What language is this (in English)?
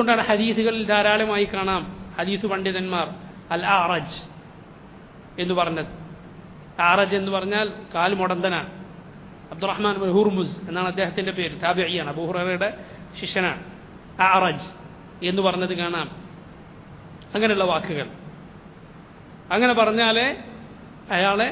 Malayalam